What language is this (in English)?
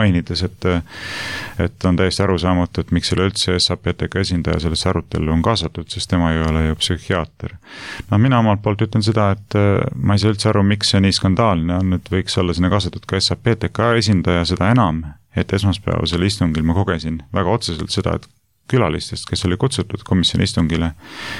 Estonian